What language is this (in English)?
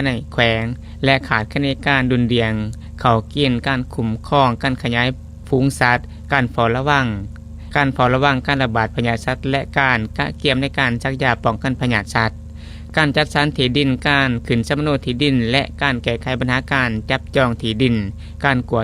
Lao